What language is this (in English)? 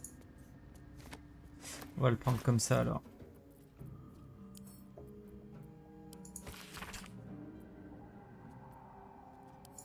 French